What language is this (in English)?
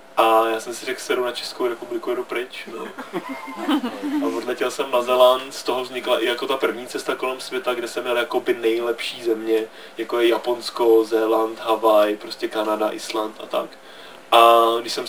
Czech